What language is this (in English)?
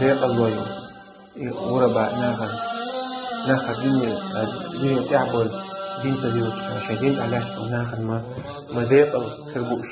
Chechen